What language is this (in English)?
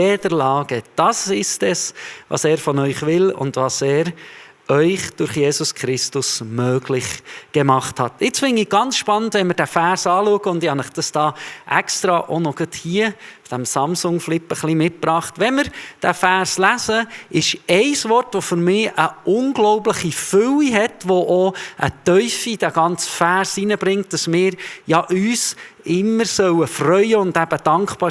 Swiss German